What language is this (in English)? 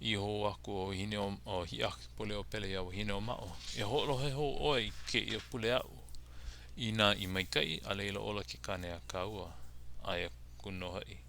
Hawaiian